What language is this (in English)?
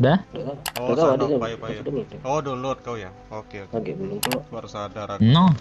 Musi